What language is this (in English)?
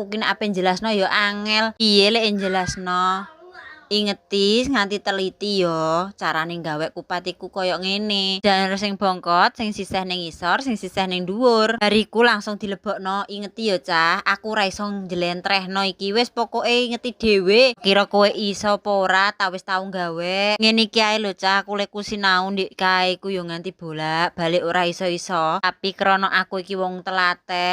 Javanese